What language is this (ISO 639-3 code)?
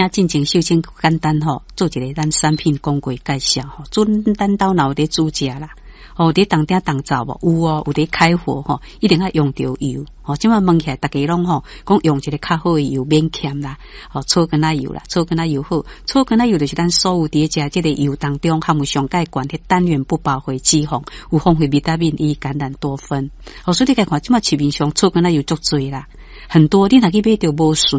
nan